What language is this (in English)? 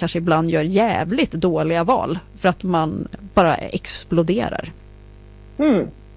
Swedish